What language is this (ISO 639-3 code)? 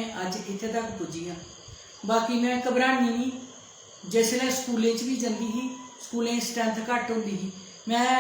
doi